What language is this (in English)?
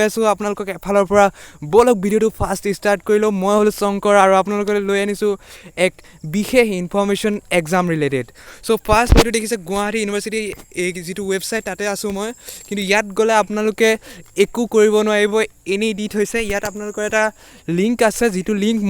Assamese